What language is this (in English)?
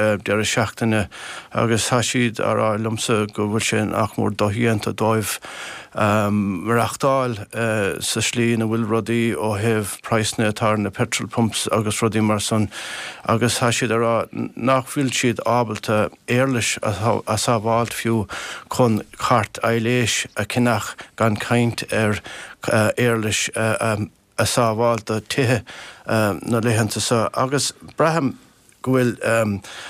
Irish